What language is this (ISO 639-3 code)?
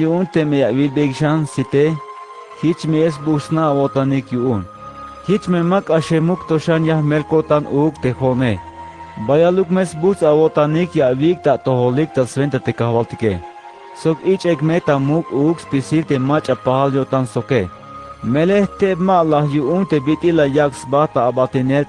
tzh